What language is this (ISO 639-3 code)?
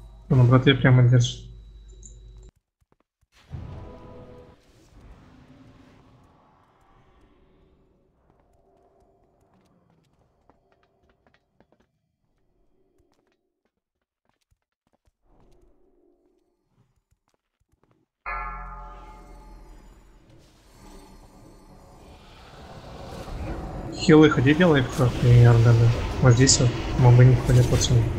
rus